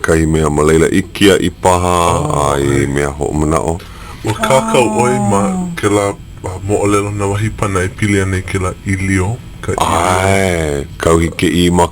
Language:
Hawaiian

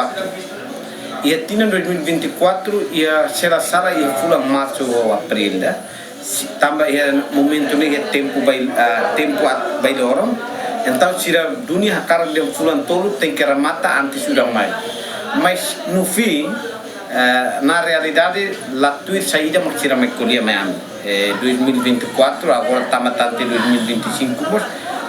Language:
Tetum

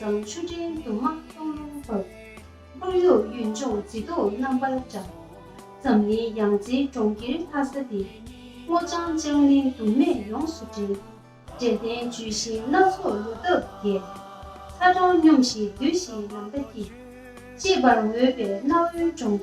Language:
Tibetan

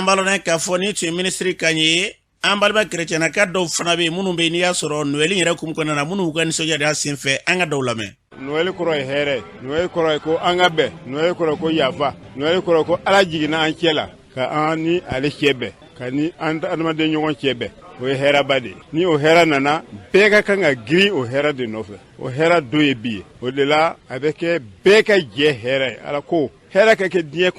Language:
Bambara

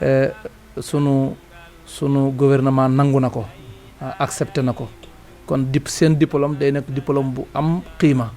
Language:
Wolof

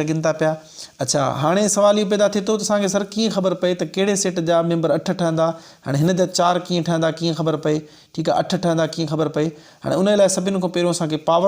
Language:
Sindhi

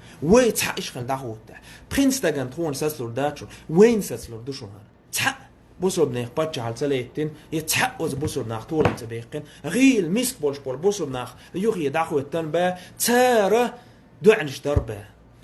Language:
Chechen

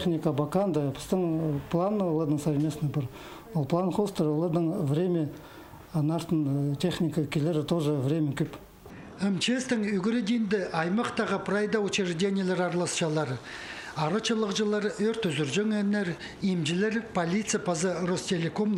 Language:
Khakas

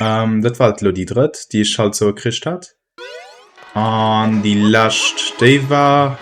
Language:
Luxembourgish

